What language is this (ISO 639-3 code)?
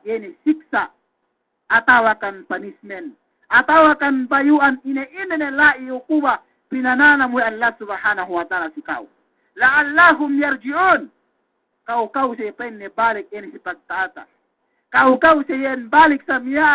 yka